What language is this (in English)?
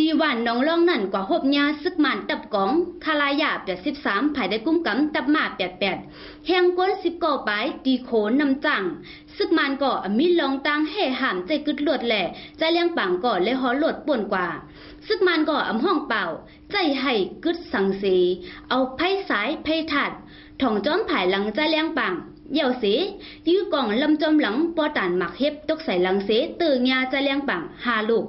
Shan